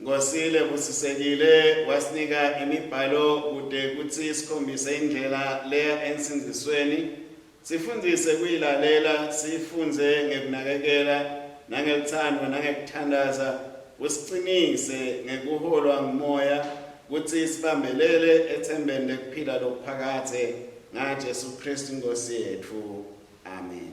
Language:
Swati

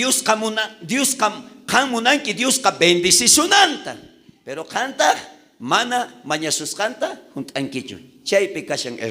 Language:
South Bolivian Quechua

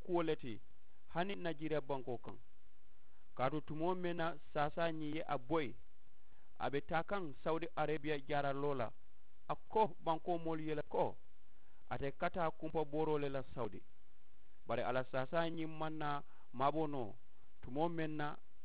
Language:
Mandingo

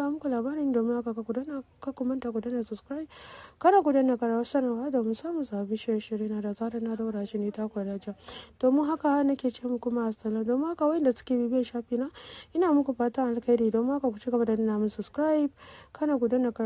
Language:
Hausa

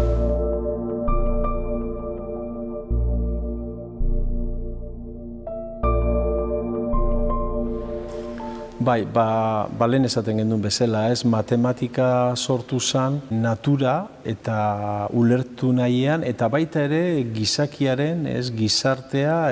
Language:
Basque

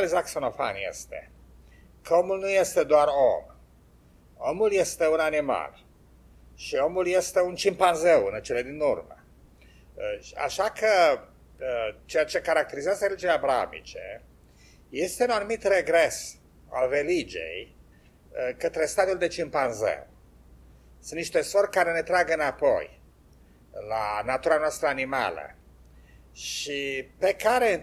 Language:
Romanian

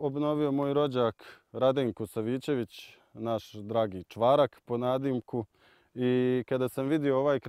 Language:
Bosnian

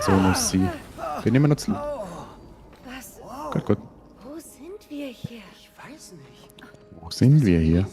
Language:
Swiss German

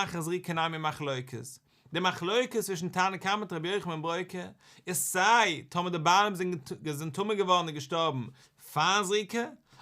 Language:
Yiddish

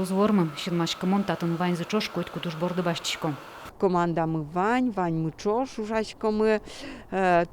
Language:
Udmurt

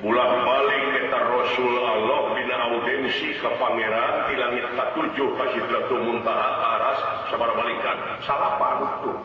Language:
Sundanese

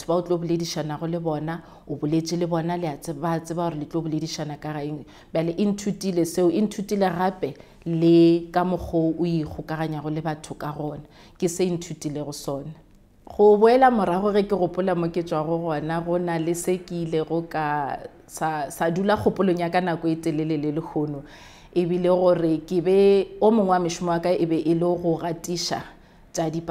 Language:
Northern Sotho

